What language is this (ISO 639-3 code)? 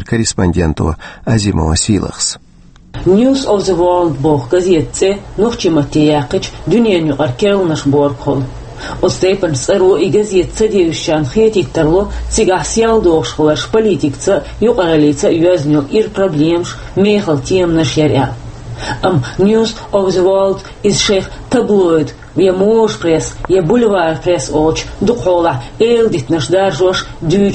che